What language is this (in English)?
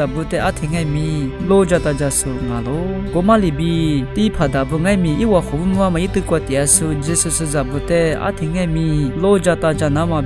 Lisu